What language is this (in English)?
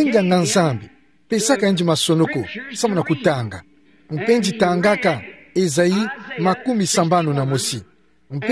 Kituba (Democratic Republic of Congo)